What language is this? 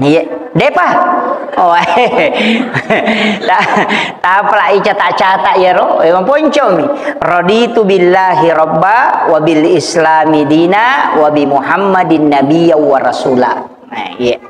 Buginese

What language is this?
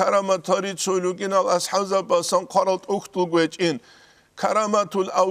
Avaric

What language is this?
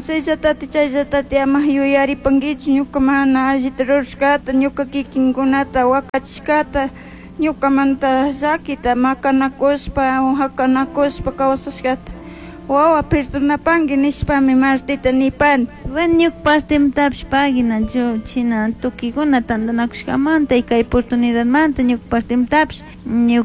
Chimborazo Highland Quichua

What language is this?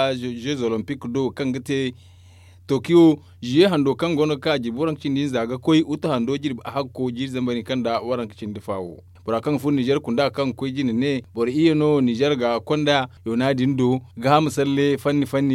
Zarma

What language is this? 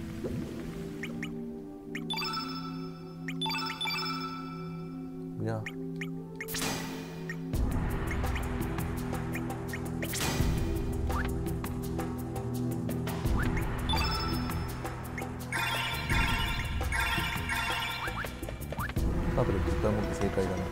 Japanese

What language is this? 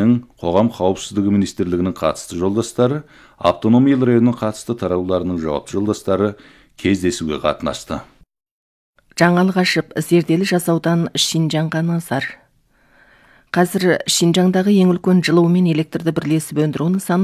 Kazakh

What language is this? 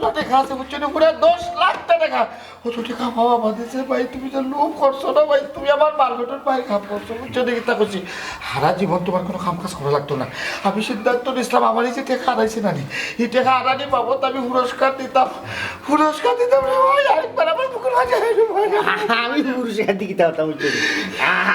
Sylheti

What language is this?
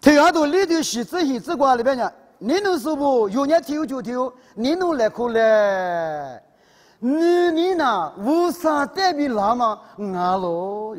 Lisu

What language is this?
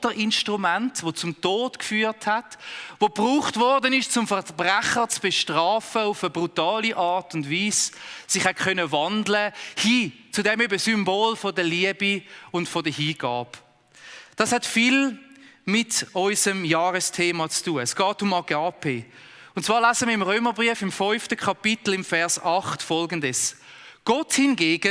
Swiss German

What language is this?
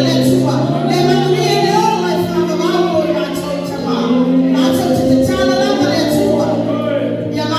Samoan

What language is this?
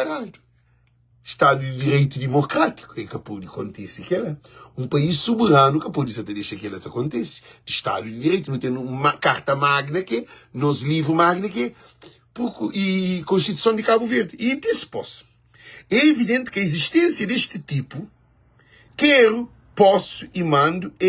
Kabuverdianu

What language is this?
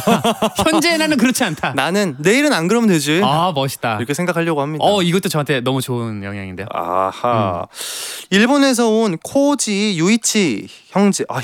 Korean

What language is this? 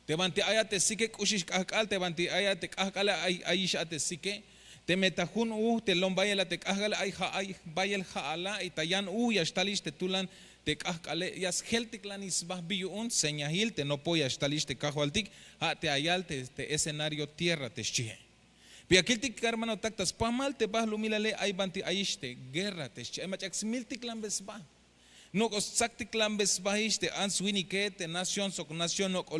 Tzeltal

